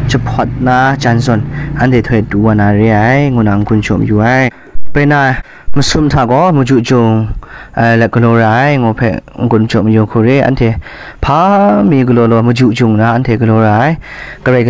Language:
Kachin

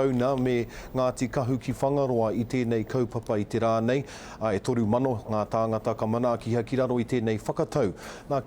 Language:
Māori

